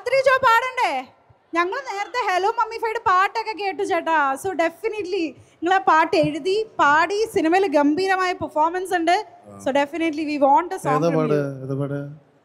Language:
Malayalam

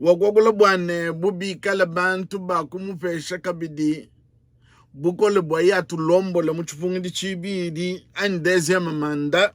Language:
Luba-Lulua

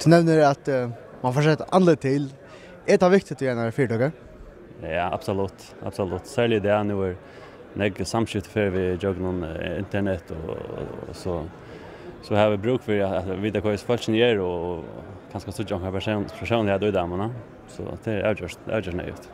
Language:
Faroese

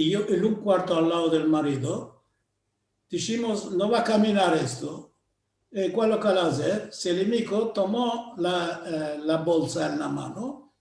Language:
Ladino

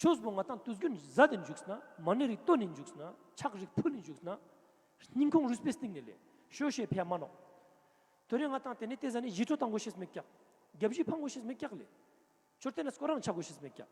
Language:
Ladakhi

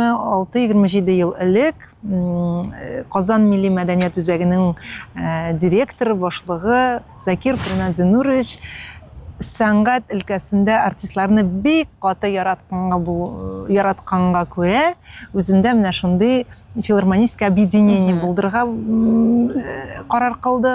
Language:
Tatar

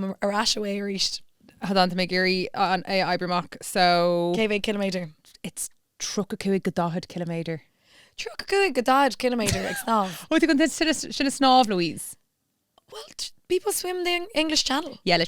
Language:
Irish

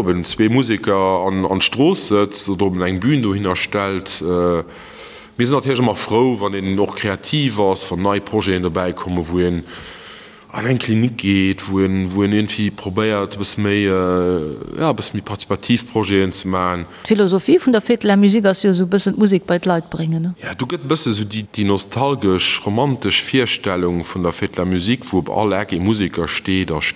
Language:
Luxembourgish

